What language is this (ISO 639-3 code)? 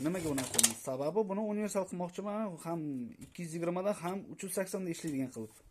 uzb